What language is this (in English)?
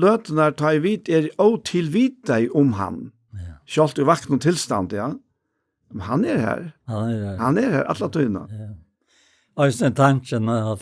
Faroese